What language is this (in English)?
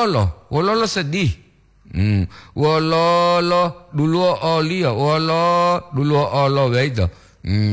Gorontalo